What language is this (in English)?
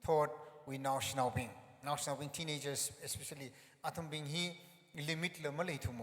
Tangkhul Naga (India)